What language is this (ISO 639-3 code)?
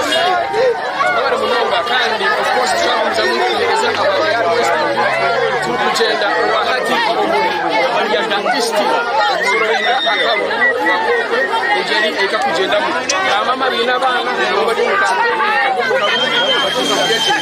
nyn